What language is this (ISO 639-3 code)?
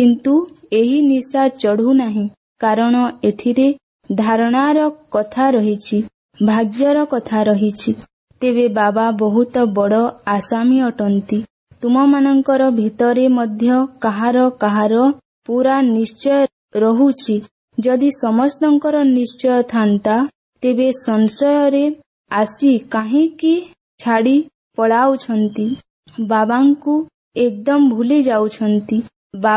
ori